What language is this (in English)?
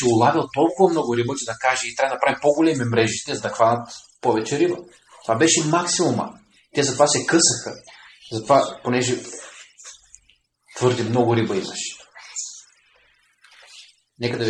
Bulgarian